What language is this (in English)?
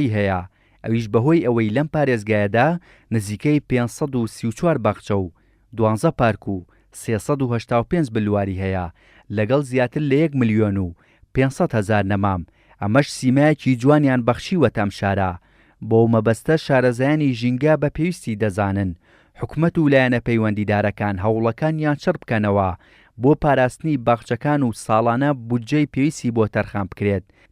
Central Kurdish